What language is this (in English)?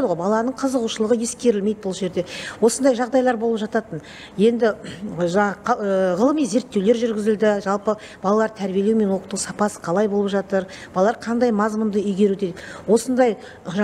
Kazakh